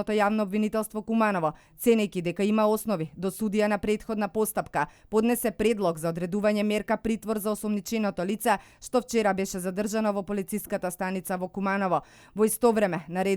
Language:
Macedonian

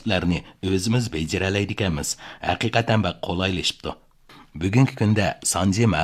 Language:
Uyghur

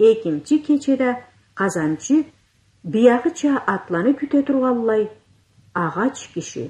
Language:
Karachay-Balkar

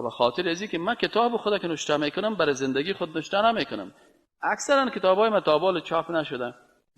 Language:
Persian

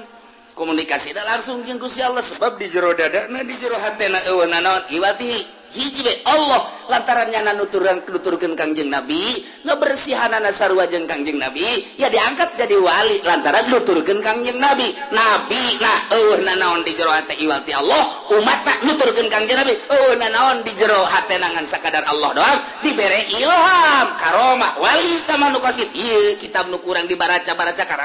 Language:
Sundanese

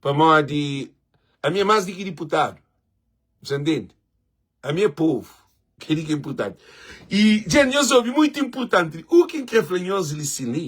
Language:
Kabuverdianu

